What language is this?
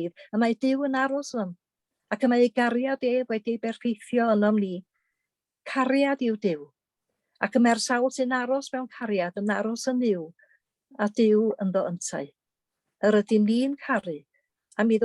Welsh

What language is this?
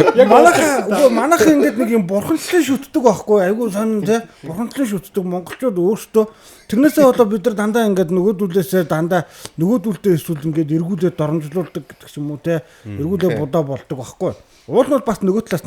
Mongolian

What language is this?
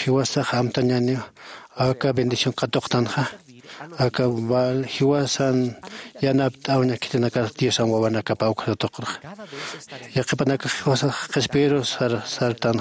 Aymara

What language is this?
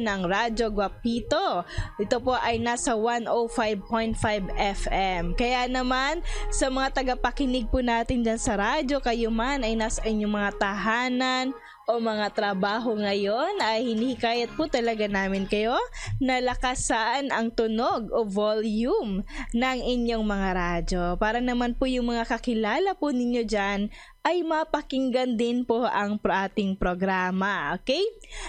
Filipino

